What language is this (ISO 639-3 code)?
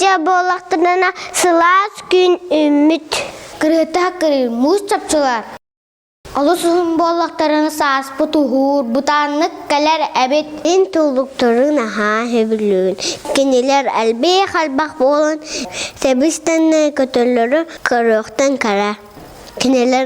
sah